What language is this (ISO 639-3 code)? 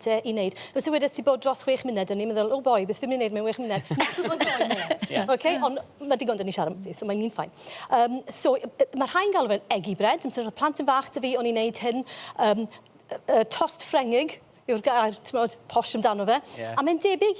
cym